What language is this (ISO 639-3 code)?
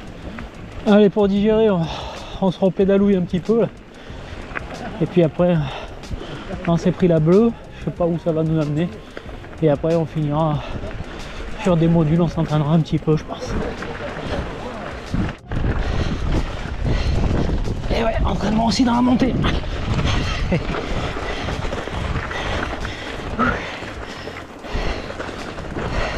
fra